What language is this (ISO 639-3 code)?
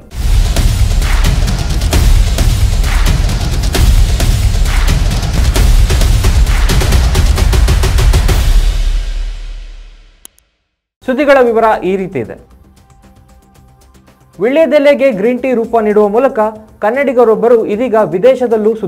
kan